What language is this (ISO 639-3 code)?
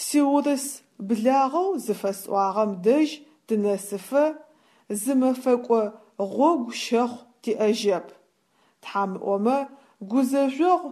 ady